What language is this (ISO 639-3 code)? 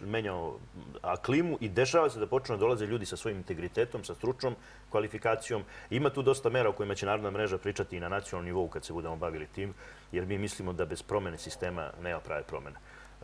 srp